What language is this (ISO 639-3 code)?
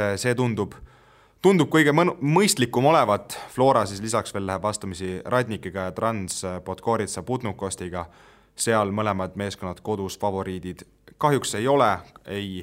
est